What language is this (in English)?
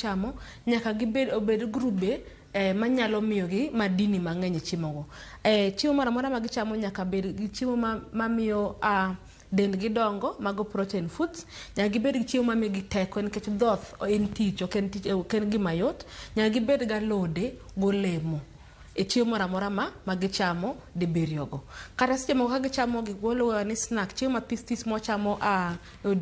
Luo (Kenya and Tanzania)